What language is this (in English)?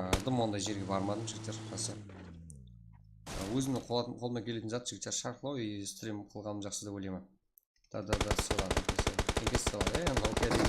Kara-Kalpak